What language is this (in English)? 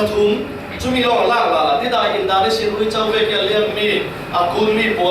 Falam Chin